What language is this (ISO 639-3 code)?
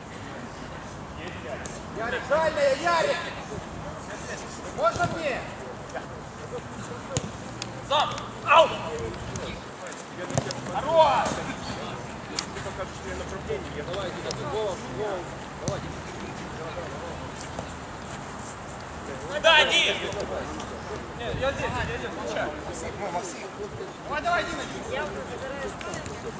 rus